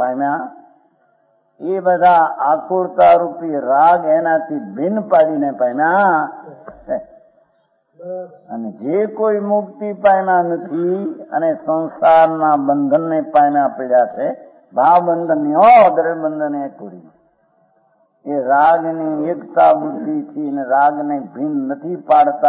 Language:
Gujarati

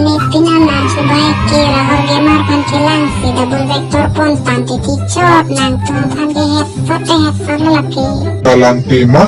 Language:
Karbi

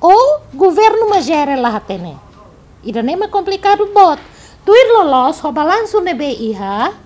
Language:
Tetum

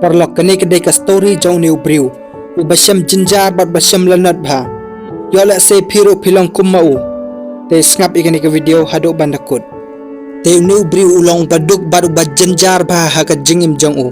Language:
Khasi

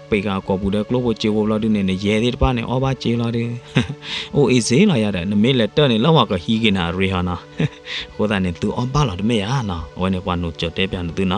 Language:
S'gaw Karen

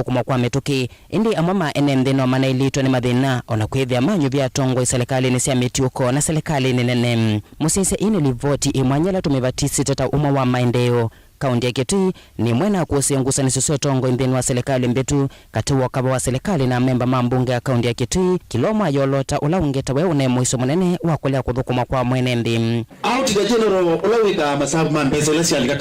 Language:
Kamba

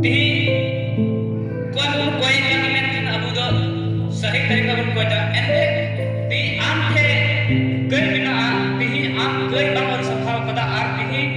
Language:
Santali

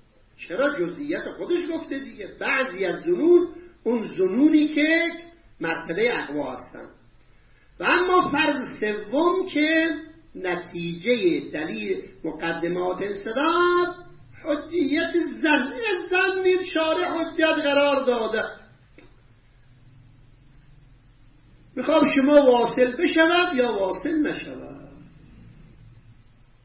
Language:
Persian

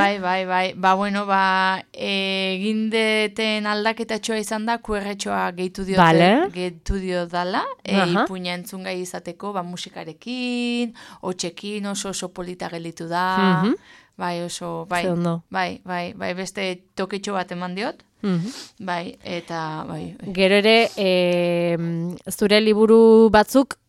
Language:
Basque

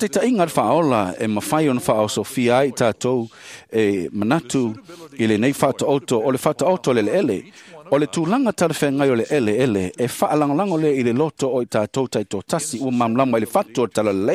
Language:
Samoan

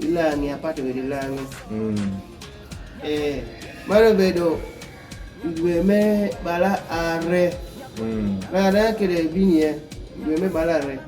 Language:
Kumam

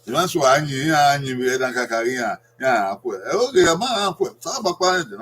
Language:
Bini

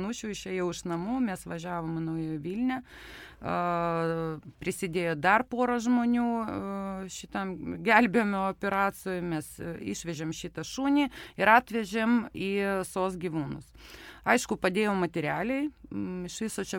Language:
Lithuanian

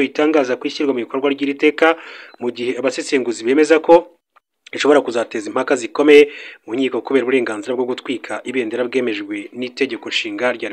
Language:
Kinyarwanda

